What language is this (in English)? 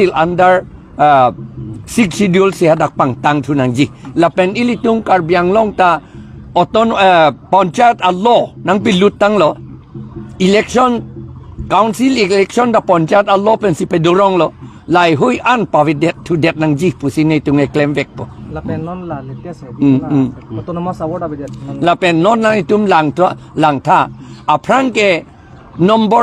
Karbi